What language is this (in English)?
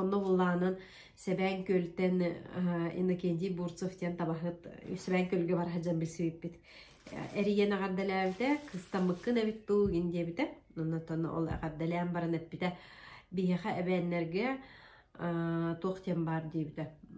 Yakut